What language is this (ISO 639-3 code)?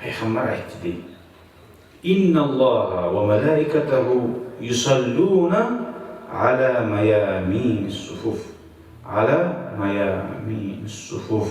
kum